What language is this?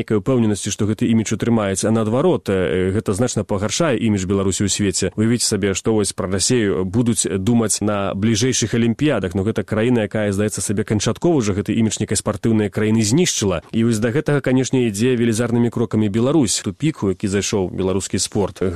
Belarusian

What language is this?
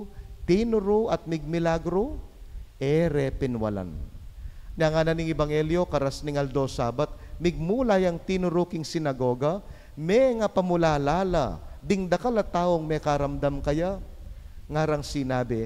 Pampanga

